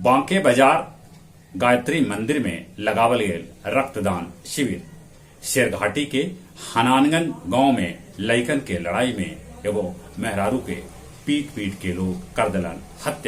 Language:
Magahi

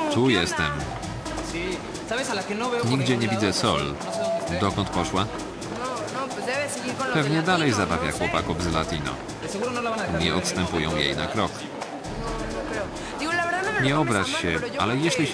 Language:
Polish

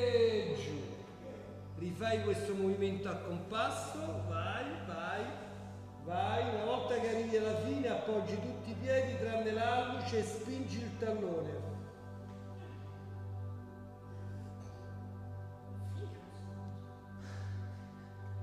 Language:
Italian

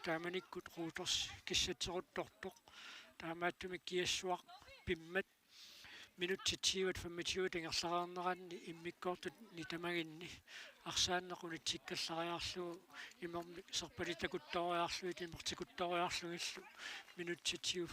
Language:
Kalaallisut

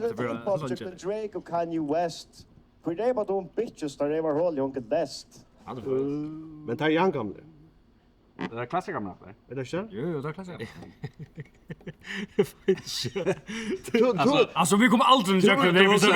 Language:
Faroese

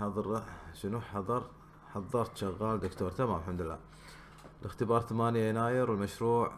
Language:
Gulf Arabic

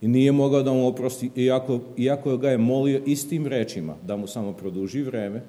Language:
Serbian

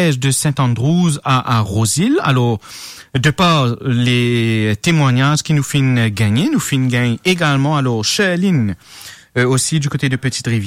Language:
Morisyen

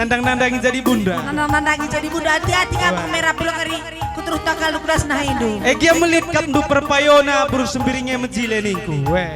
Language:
Batak Karo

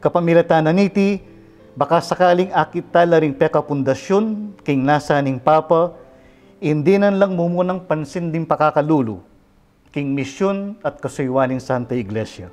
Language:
Pampanga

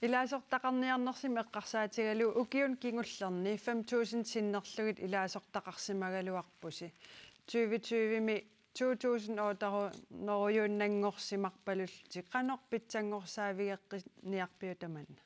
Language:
Kalaallisut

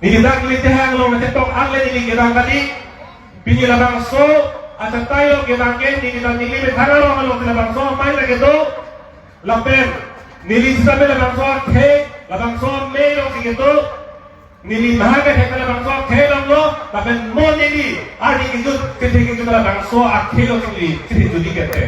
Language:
Karbi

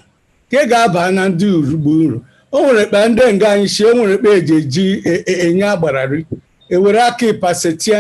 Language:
Igbo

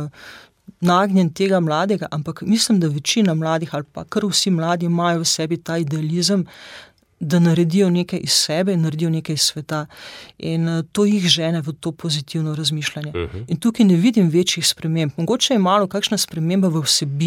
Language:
Slovenian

